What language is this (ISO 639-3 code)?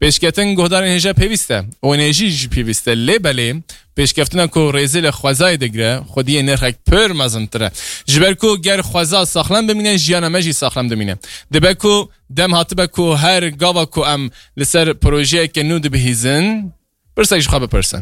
kur